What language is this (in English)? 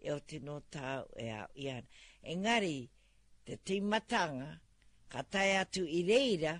Māori